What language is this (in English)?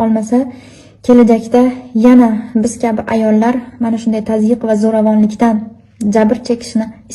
Uzbek